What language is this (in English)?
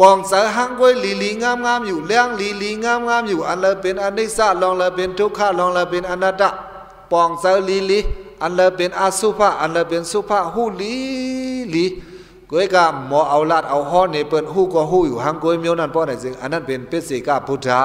Shan